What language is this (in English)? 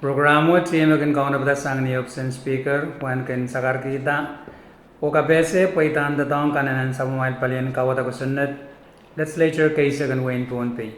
Pohnpeian